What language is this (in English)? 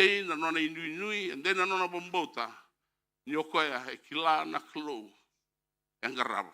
Fijian